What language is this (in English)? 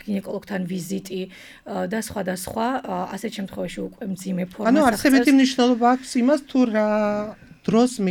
Georgian